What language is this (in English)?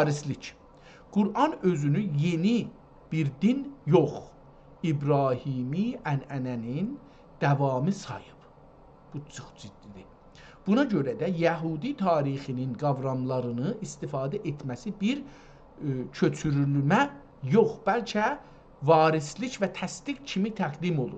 South Azerbaijani